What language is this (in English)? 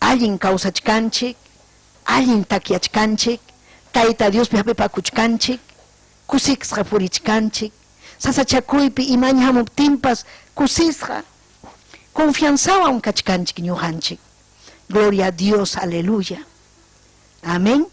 Ayacucho Quechua